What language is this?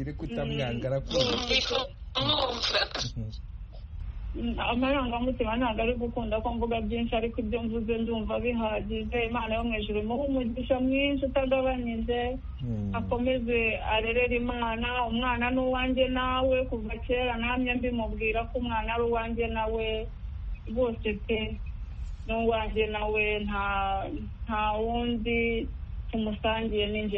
Kinyarwanda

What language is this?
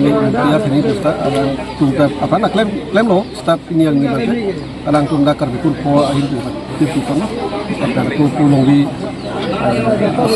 Karbi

